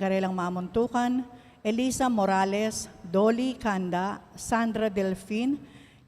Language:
Pampanga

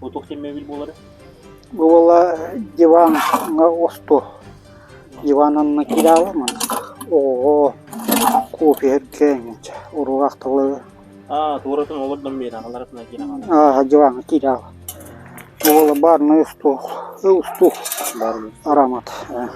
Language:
Yakut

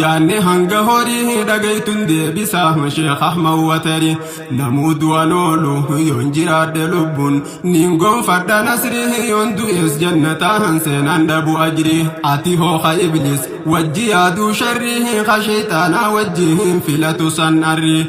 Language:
Oromo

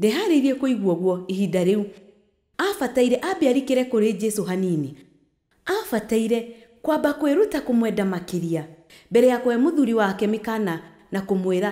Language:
Kikuyu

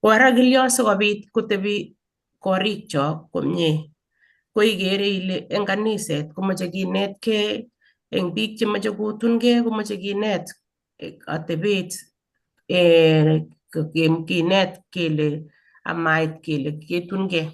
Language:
Kalenjin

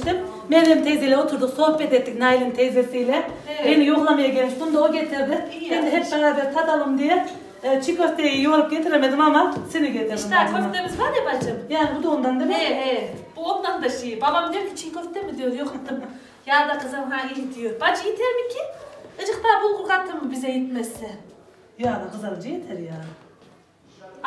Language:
Turkish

